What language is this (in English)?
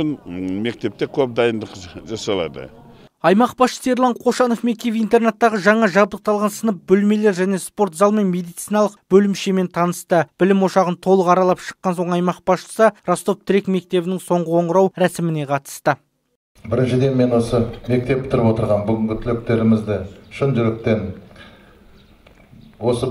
Kazakh